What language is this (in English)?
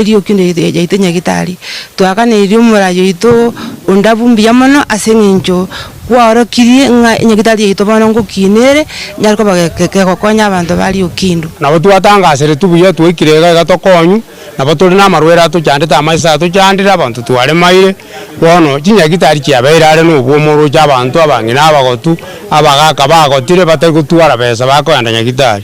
Gusii